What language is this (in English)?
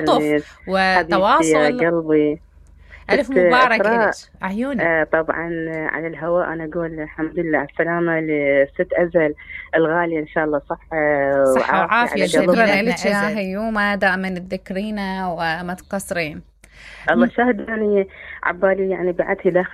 Mesopotamian Arabic